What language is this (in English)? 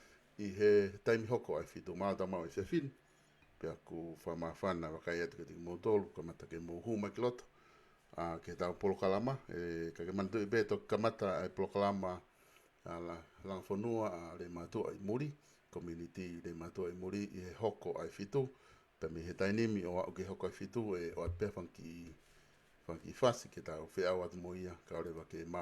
Tongan